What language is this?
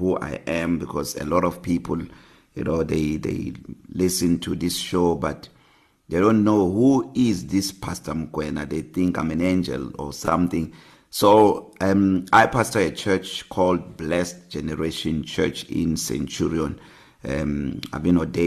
English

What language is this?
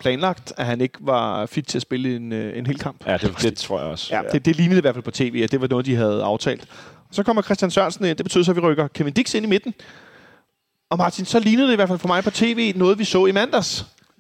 Danish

